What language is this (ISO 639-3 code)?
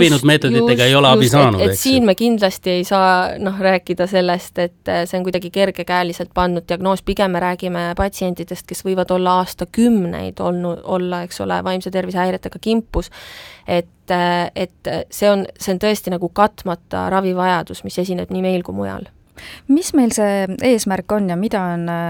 est